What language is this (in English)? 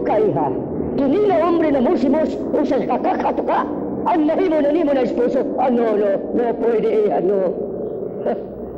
Cebuano